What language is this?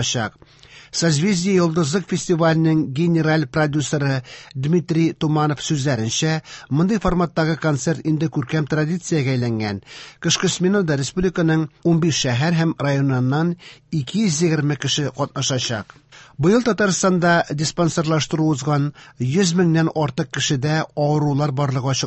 Tatar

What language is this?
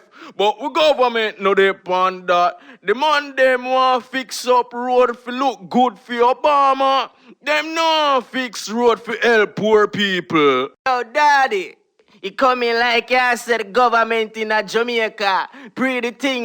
Jamaican Creole English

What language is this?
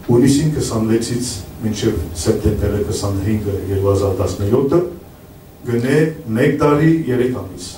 Western Armenian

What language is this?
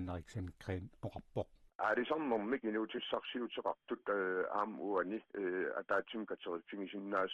Kalaallisut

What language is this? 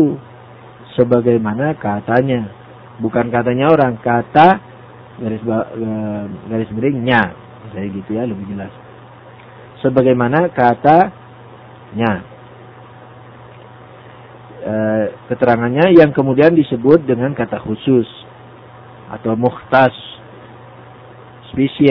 Indonesian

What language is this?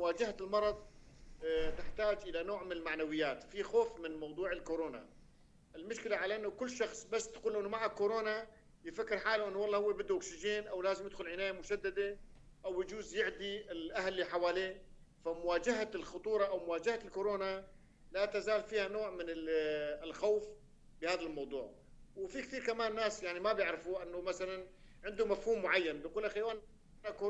North Levantine Arabic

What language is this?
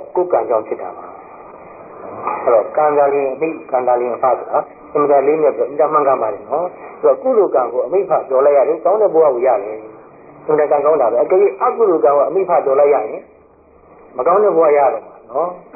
Burmese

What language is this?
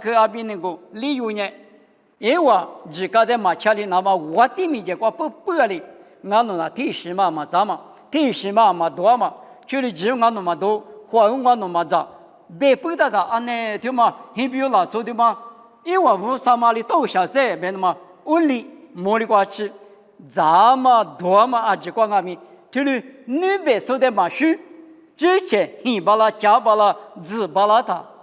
Lisu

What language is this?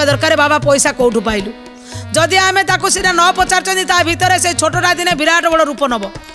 Odia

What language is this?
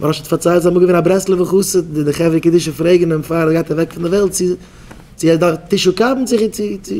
Yiddish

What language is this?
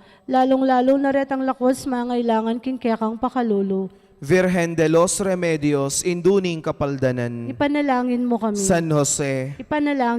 Pampanga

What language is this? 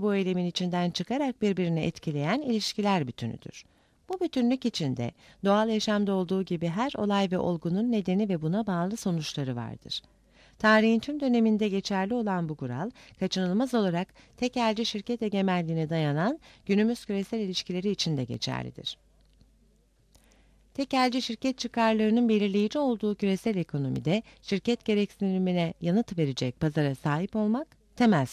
Turkish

